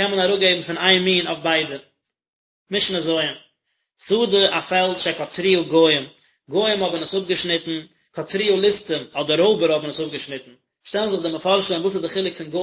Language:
Yiddish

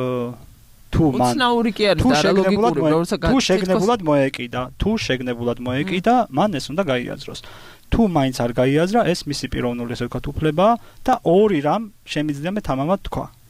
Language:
Georgian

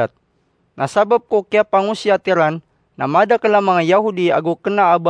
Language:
Maranao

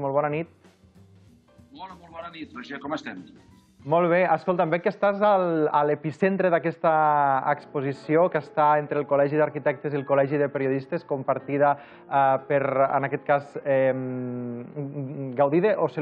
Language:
Catalan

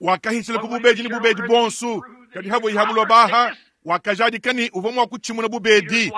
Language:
Luba-Lulua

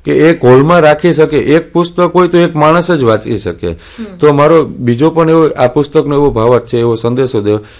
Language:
Gujarati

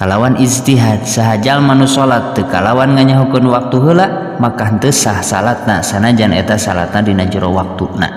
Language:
Sundanese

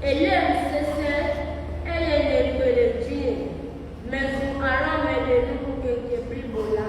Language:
Ewe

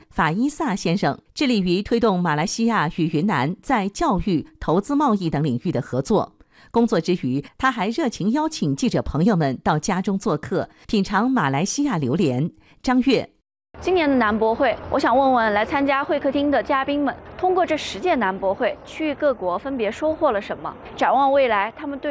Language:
Chinese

